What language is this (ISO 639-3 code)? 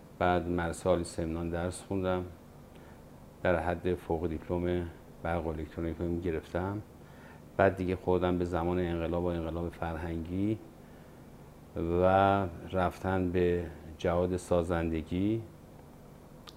fas